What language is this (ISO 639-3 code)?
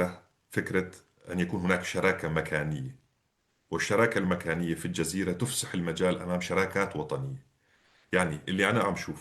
apc